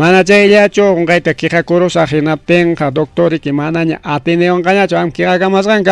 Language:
Ayacucho Quechua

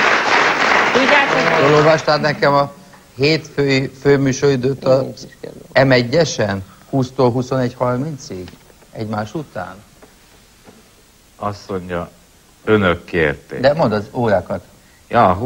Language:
Hungarian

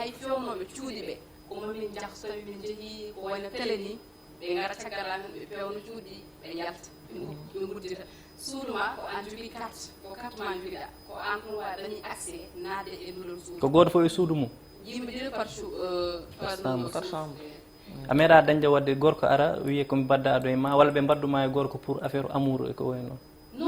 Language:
Fula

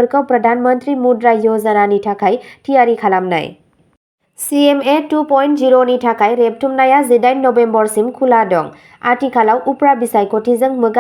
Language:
Bodo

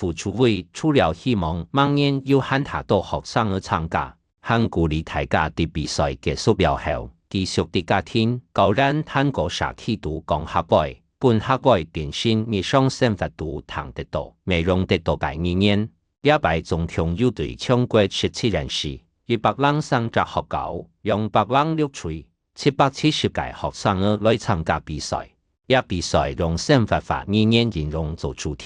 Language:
Hakka Chinese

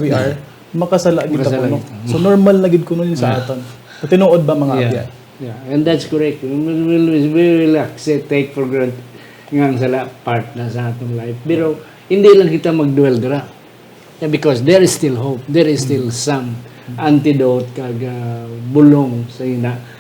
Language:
Hiligaynon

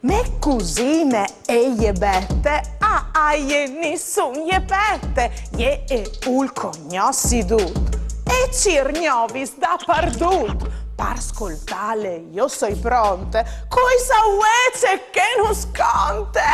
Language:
Friulian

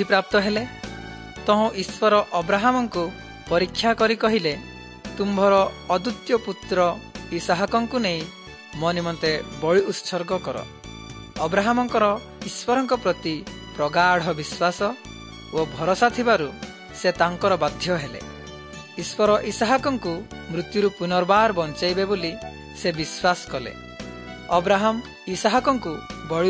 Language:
Odia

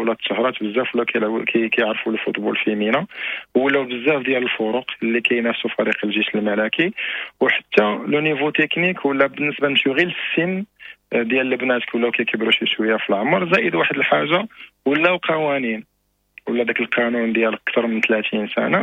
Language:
Moroccan Arabic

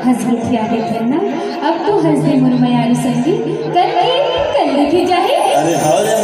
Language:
Chhattisgarhi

